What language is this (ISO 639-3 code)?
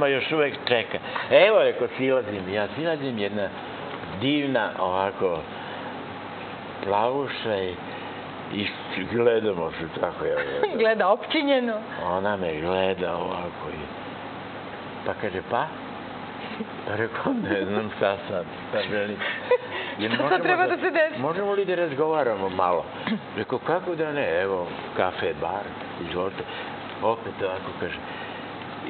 srp